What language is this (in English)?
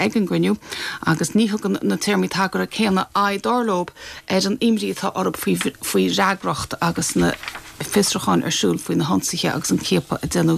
Irish